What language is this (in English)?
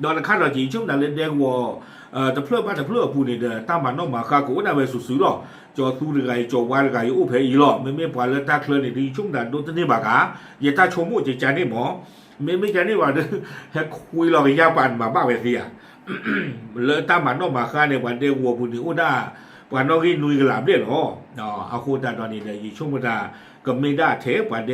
S'gaw Karen